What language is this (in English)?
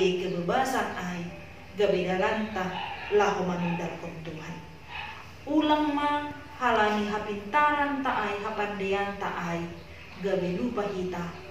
Batak Simalungun